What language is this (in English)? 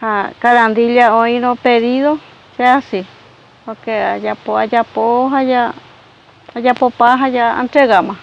Guarani